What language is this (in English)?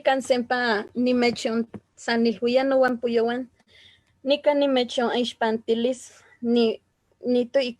Eastern Huasteca Nahuatl